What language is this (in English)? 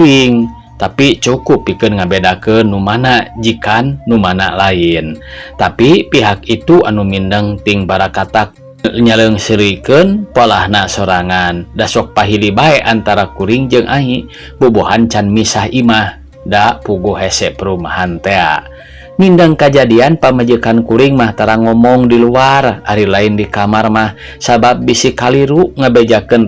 Sundanese